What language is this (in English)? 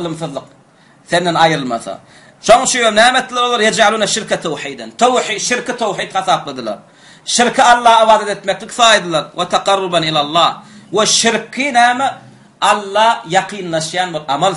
Turkmen